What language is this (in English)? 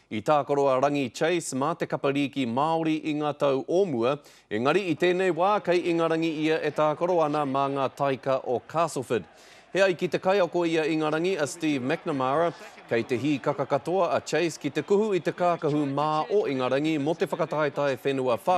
Māori